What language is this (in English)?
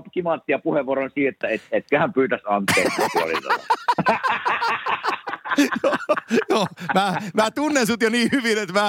Finnish